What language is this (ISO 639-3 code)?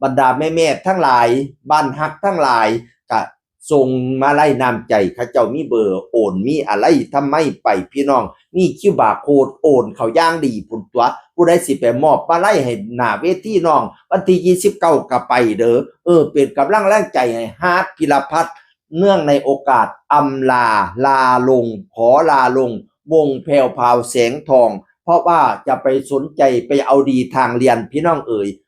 tts